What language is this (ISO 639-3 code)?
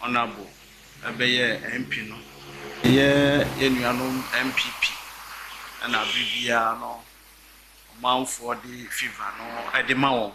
aka